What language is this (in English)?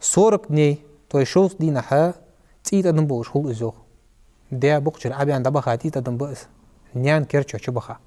Ingush